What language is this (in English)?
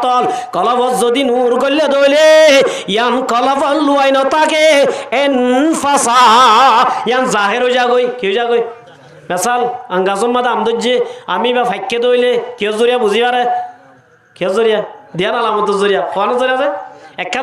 Rohingya